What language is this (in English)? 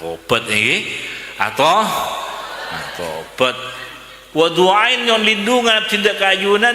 Madurese